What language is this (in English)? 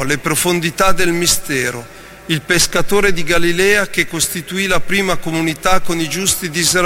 Italian